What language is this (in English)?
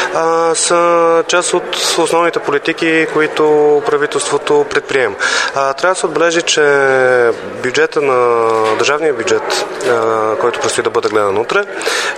Bulgarian